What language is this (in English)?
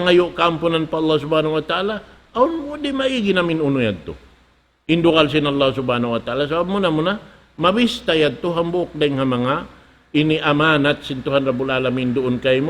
Tausug